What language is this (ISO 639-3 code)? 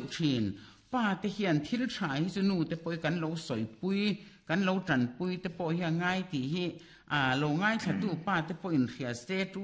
lus